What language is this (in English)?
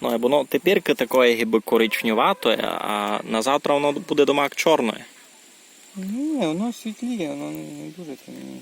Rusyn